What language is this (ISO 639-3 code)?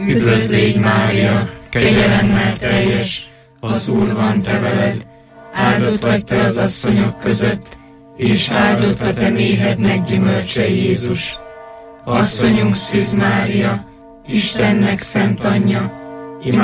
hun